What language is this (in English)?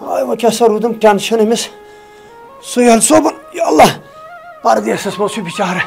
Kashmiri